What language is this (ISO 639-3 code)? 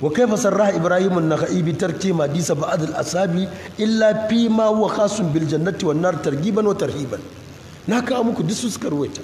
hau